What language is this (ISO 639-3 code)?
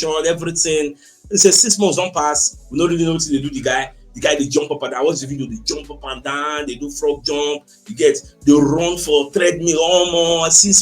pcm